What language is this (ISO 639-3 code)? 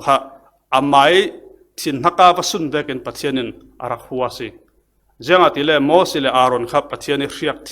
cfm